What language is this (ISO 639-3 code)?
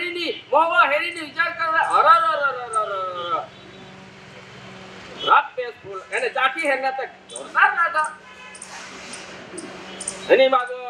guj